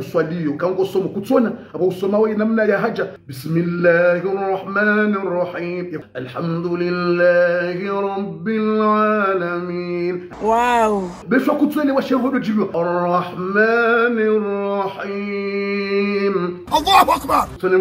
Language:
Ngazidja Comorian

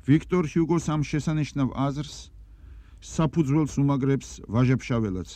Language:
Georgian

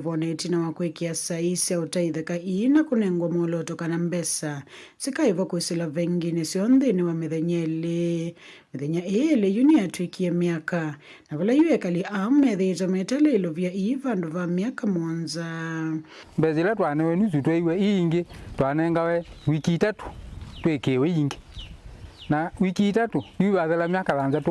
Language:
Kamba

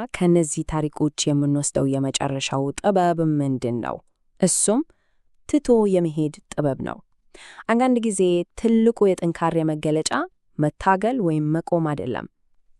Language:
Amharic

